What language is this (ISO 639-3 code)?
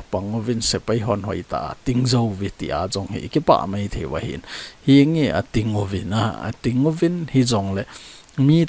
tcz